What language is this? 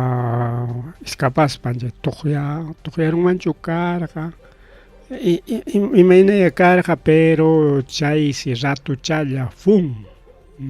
Ayacucho Quechua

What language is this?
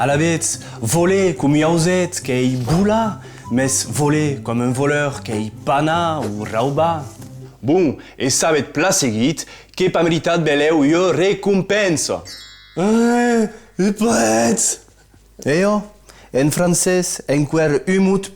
Occitan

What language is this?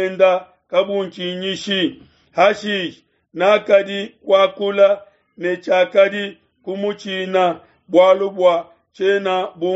Luba-Lulua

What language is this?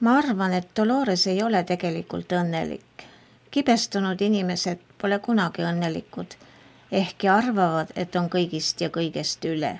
Estonian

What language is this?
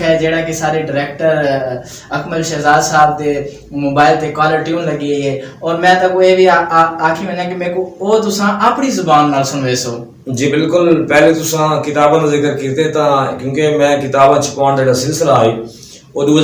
Saraiki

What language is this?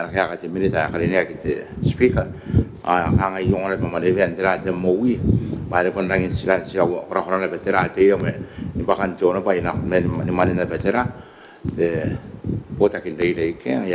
Gilbertese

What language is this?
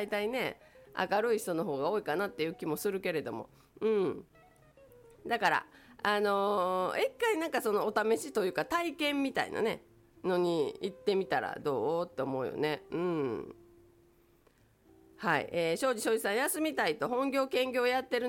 Japanese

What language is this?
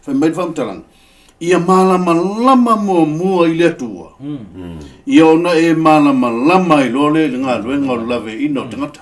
Samoan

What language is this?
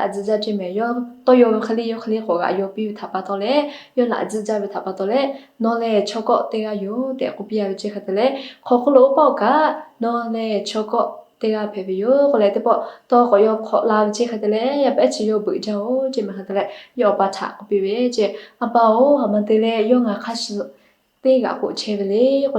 Lahu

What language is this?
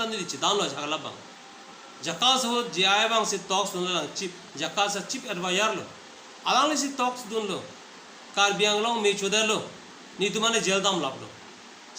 Karbi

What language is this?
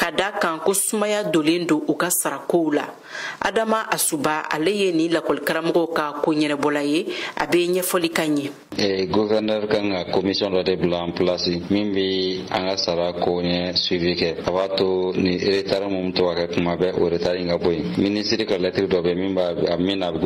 Bambara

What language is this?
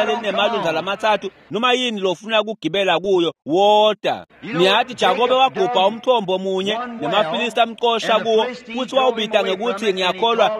Swati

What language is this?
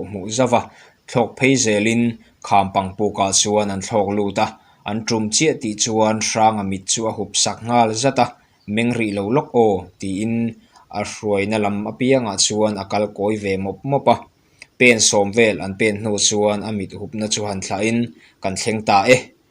Mizo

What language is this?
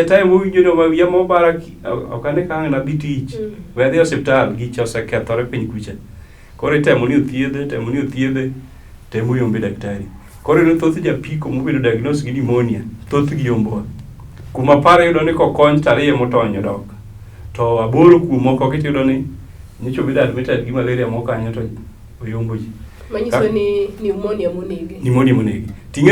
Luo (Kenya and Tanzania)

